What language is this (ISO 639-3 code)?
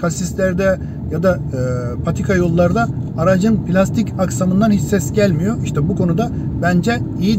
tur